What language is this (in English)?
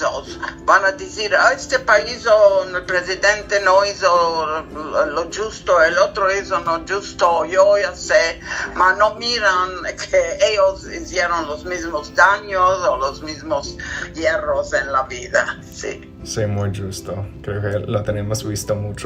Ladino